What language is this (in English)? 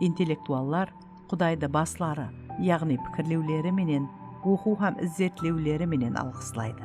Kara-Kalpak